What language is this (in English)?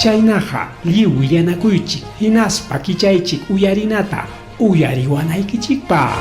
Ayacucho Quechua